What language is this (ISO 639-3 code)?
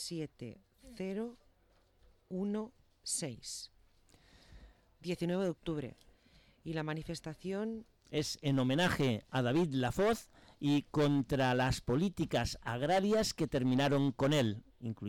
spa